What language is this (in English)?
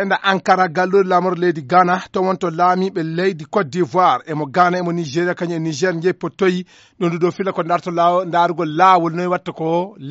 Fula